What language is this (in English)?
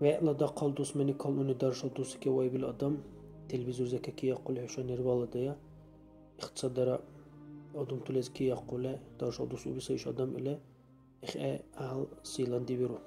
Dargwa